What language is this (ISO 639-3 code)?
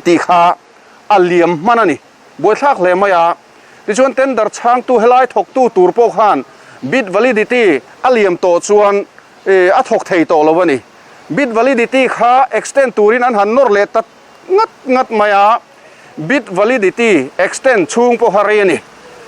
lus